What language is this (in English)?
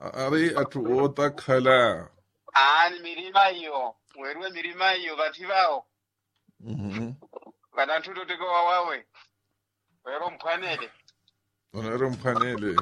Makhuwa